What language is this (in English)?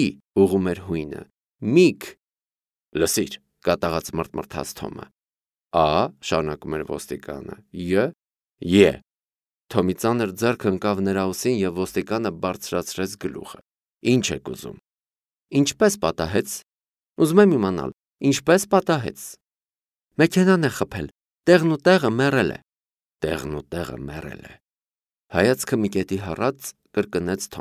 Armenian